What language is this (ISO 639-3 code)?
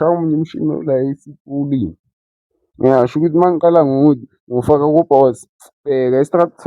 zul